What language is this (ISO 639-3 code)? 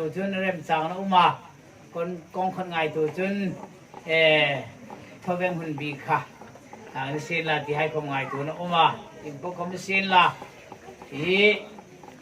hmr